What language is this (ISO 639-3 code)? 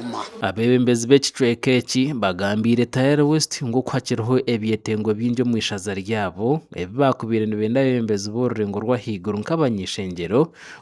nyn